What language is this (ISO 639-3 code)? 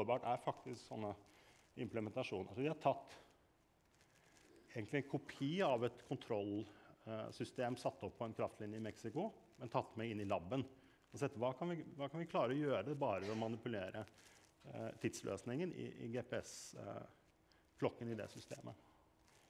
nor